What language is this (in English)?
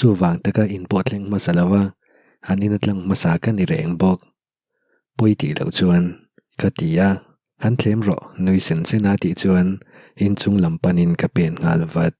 Mizo